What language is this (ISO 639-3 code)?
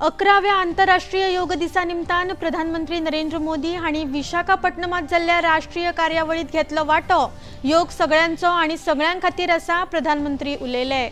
kok